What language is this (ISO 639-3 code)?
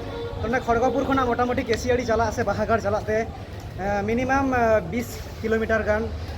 sat